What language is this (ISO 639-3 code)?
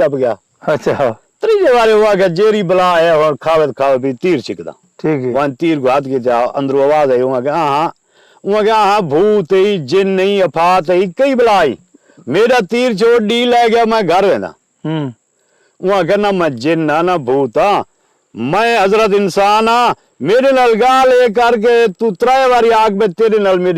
skr